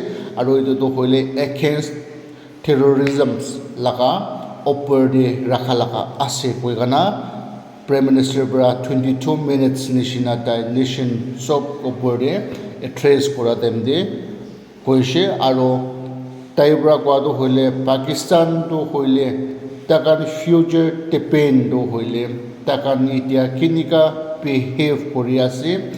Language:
Naga Pidgin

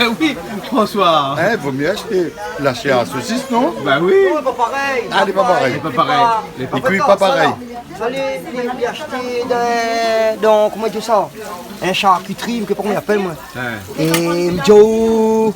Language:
Réunion Creole French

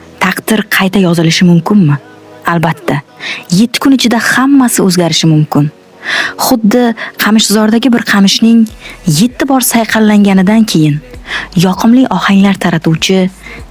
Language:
Uzbek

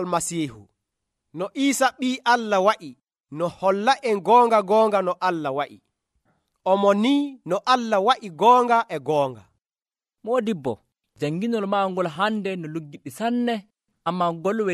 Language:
Nigerian Fulfulde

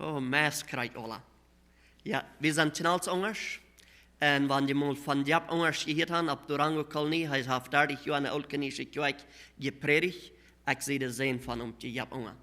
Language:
Plautdietsch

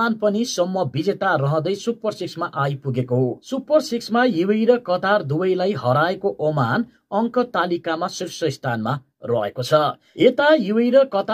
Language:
Nepali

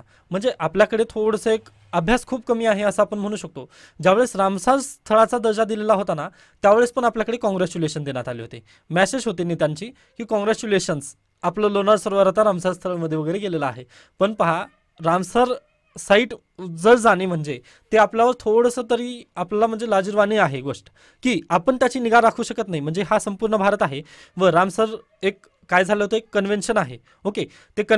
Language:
Marathi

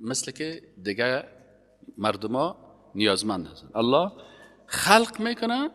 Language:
Persian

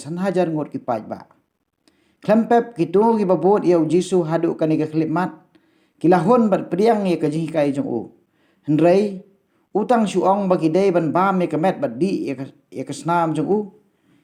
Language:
Khasi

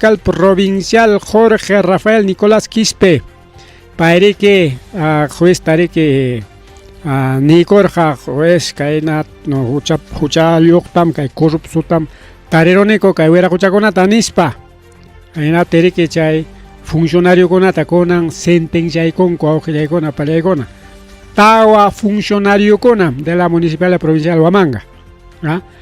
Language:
Ayacucho Quechua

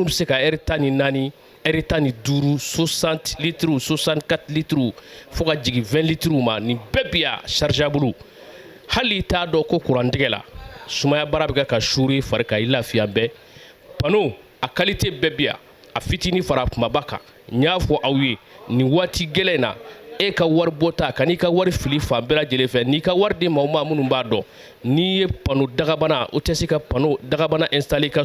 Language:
Bambara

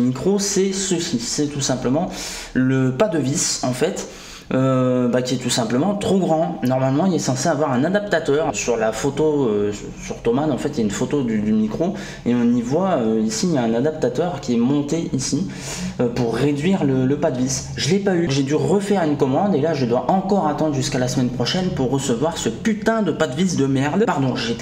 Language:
French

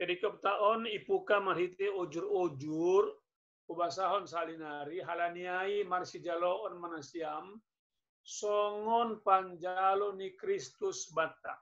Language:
Batak Simalungun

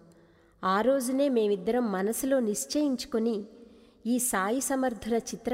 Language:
Telugu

